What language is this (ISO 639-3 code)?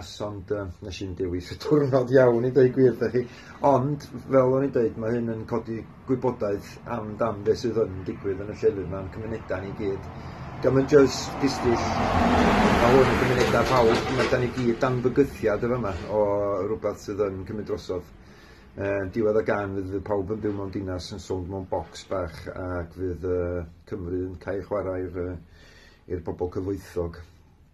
cym